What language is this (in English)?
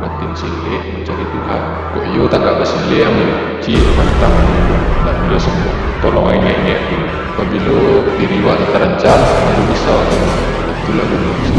Minangkabau